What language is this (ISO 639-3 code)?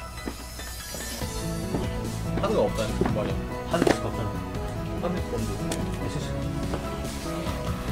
kor